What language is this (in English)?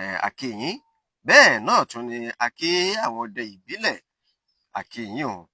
Yoruba